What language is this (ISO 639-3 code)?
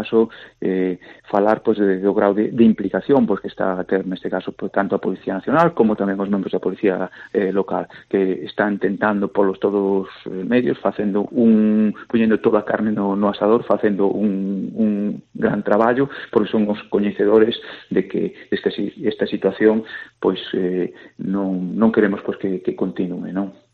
glg